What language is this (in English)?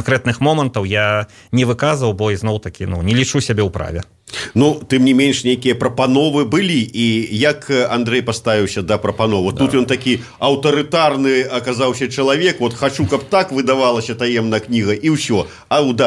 Belarusian